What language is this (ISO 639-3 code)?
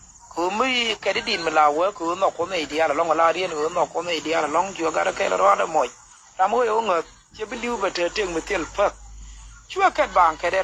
nus